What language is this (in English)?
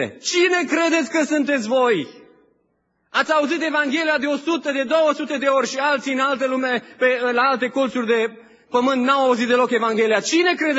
Romanian